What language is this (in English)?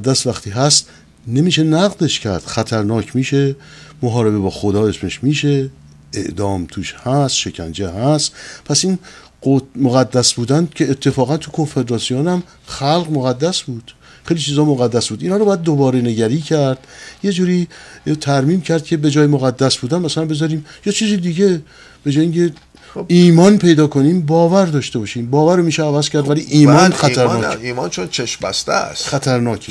Persian